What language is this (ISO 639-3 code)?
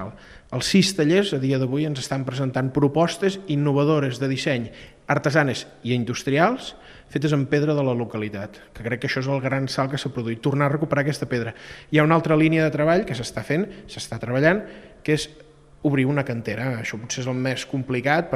cat